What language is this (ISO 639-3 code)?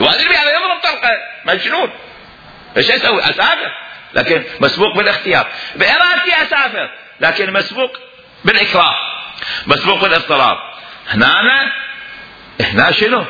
acm